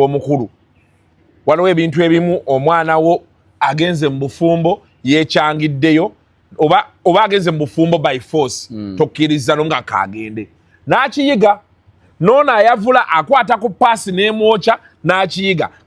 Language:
Ganda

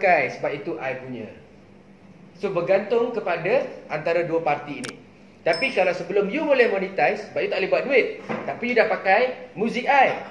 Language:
Malay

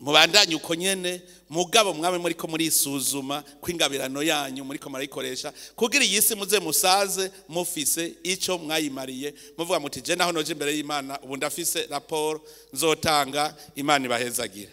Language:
Rundi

